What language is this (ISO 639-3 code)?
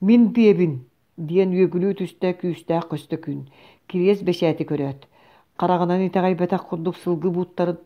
sah